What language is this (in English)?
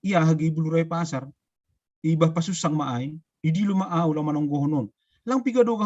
Batak Simalungun